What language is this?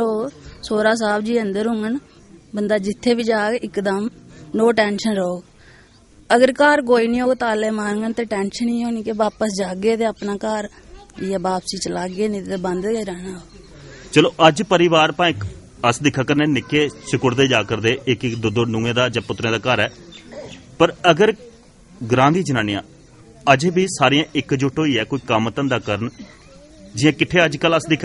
Dogri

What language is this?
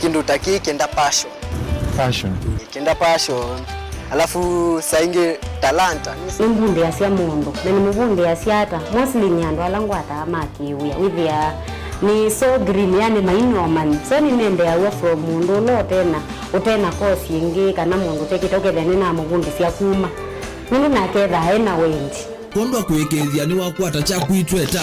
Kamba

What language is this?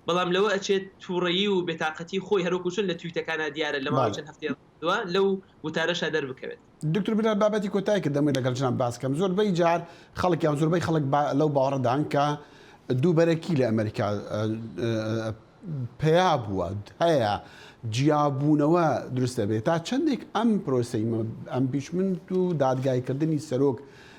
Central Kurdish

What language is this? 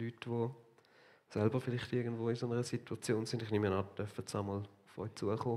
Swiss German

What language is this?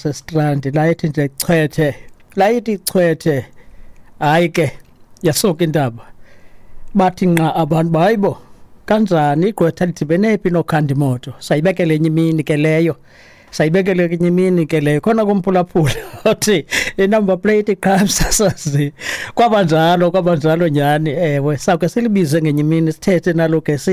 Xhosa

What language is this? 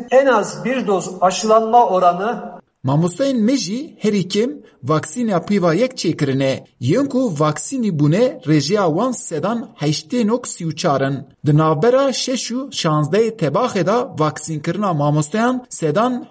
Kurdish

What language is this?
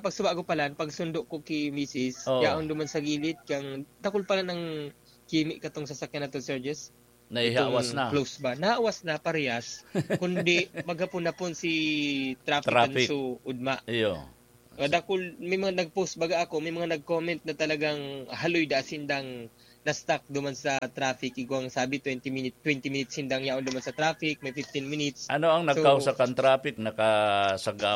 Bikol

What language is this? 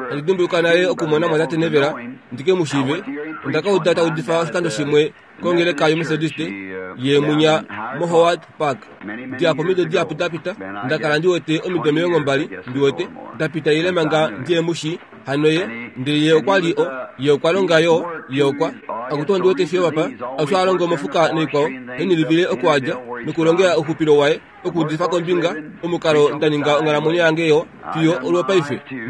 Kuanyama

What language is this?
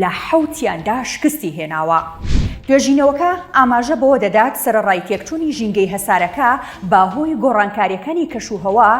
Central Kurdish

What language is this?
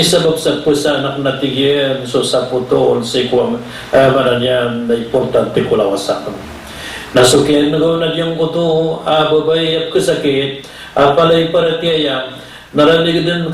Maranao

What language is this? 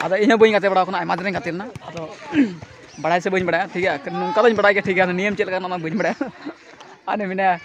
Santali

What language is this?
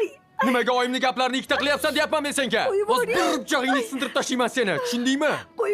Uzbek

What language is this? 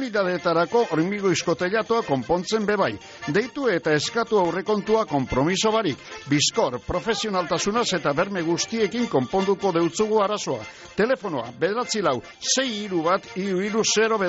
Basque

